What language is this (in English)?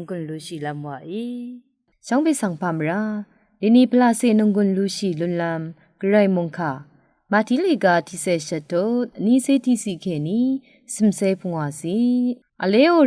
Rawang